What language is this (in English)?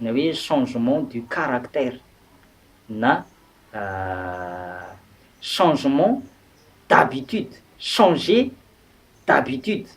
Malagasy